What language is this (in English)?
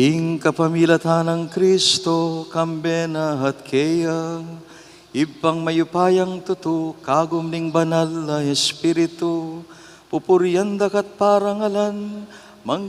Pampanga